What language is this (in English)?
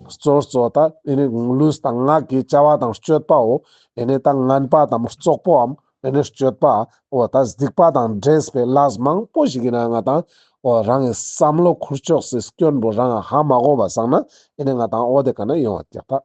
Ladakhi